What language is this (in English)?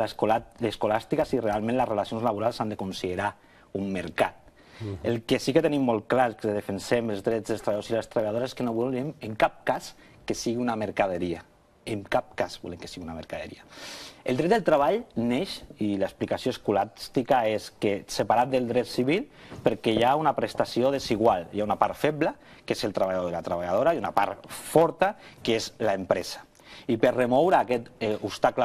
Catalan